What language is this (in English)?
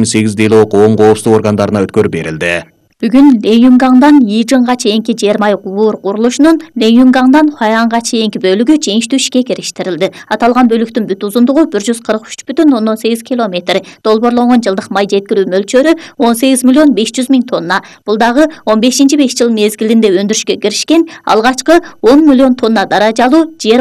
Kyrgyz